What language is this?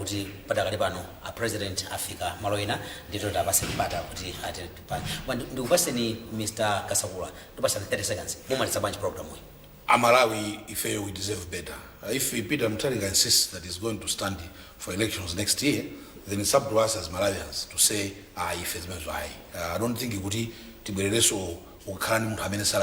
Nyanja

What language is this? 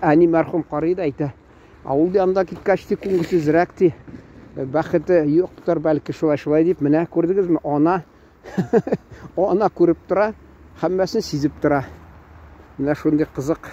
Tatar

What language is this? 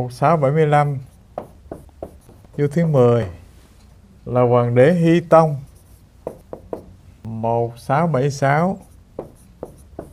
Vietnamese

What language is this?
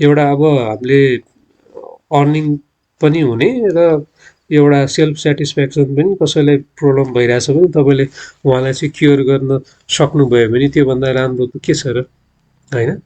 Nepali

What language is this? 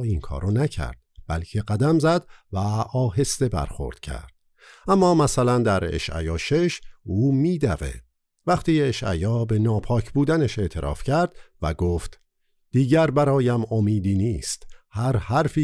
Persian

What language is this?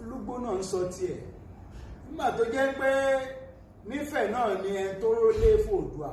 Yoruba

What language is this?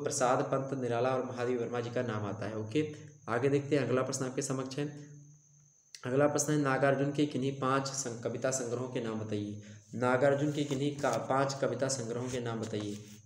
Hindi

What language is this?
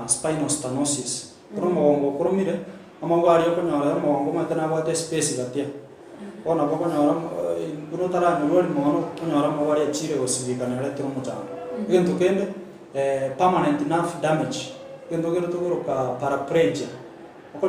Gusii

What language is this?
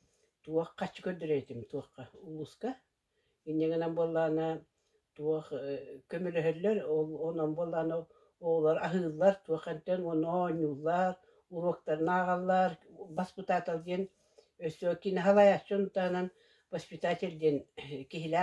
Yakut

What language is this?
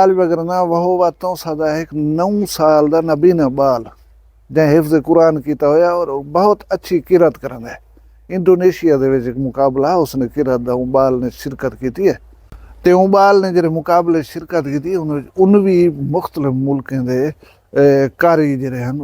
Saraiki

